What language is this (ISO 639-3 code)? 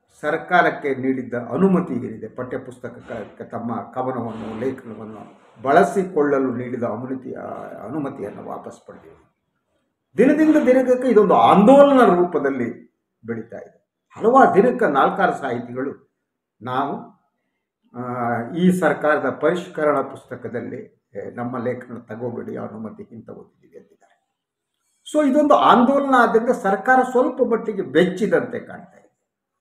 kan